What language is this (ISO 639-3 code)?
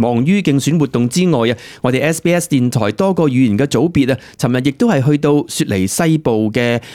yue